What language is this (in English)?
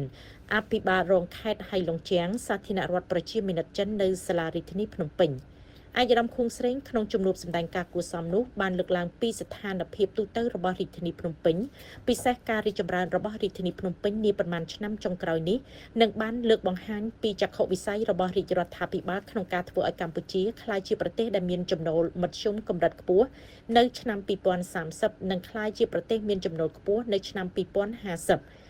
Khmer